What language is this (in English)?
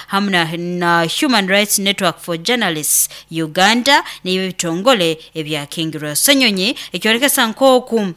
Nyoro